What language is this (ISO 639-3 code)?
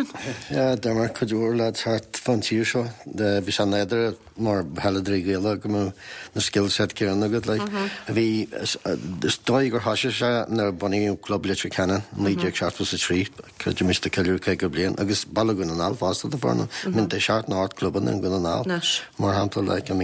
gle